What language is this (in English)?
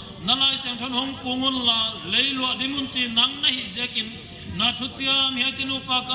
Paite Chin